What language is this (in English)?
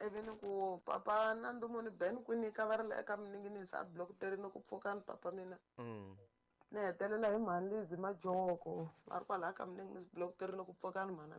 Tsonga